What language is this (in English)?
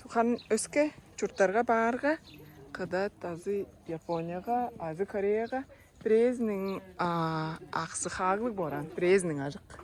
Tuvinian